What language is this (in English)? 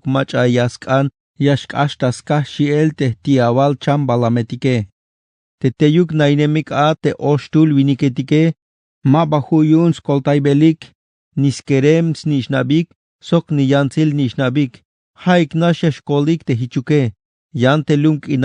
Tzeltal